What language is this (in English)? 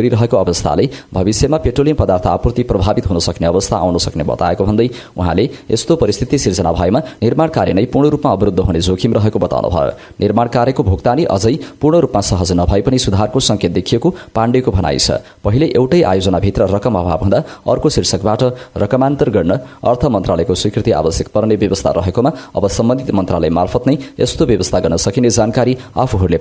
Nepali